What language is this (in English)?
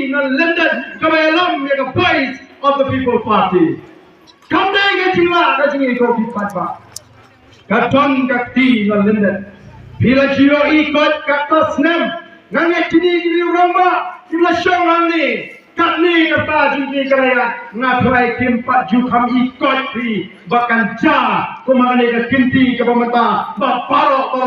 Khasi